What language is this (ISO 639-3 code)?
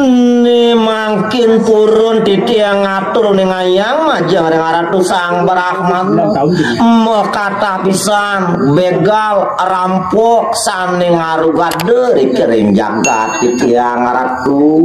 ban